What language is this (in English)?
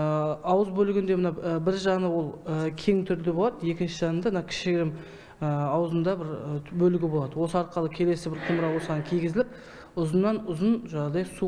Kazakh